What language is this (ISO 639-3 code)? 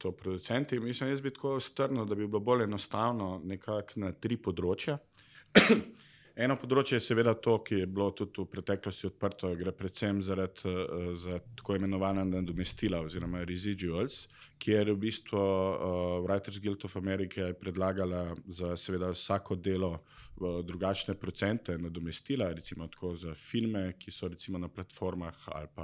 slv